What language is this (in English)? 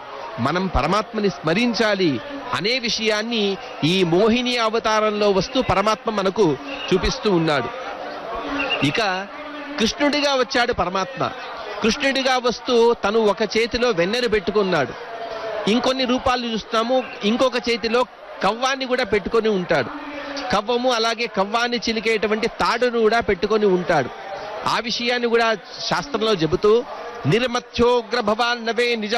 Telugu